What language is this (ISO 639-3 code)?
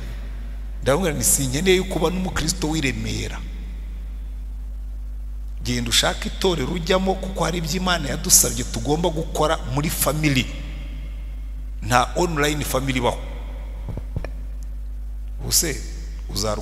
kin